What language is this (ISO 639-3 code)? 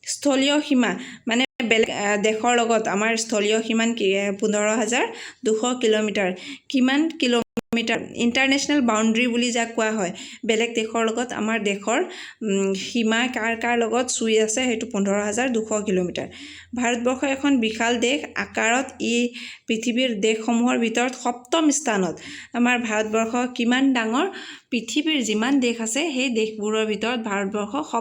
asm